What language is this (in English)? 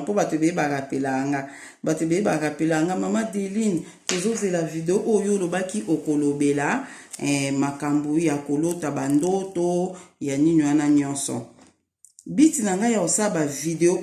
Lingala